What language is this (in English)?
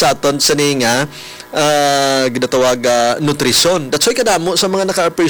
Hiligaynon